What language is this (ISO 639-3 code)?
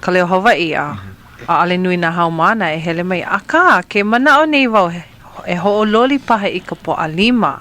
haw